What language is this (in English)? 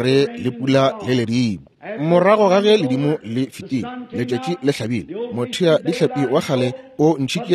Northern Sotho